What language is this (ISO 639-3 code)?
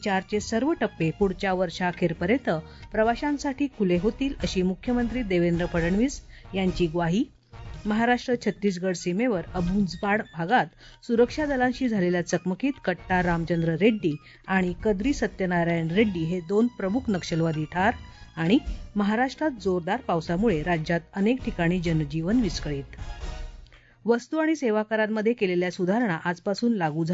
mar